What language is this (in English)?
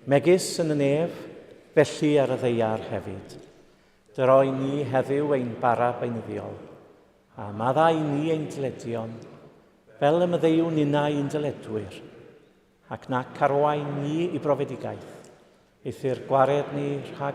Welsh